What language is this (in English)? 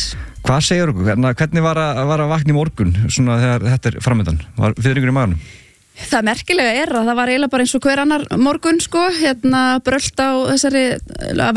Icelandic